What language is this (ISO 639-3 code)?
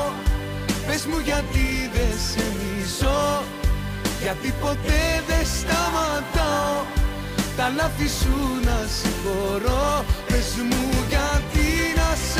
ell